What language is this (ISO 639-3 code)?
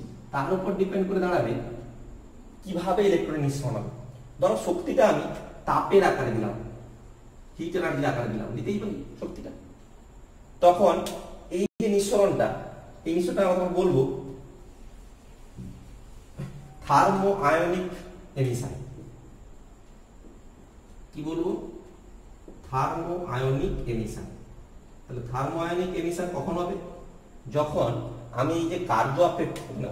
ben